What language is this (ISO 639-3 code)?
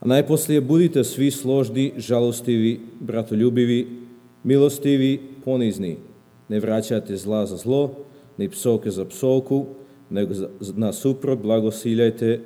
srp